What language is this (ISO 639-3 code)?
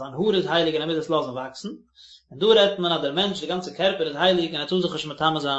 yid